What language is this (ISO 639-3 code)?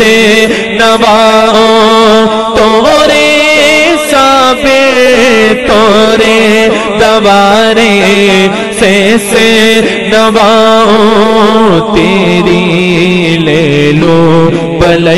urd